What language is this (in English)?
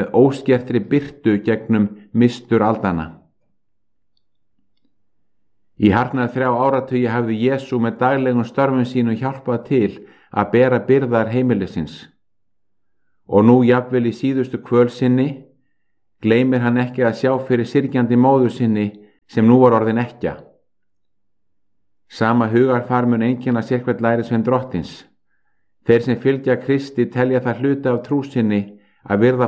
Icelandic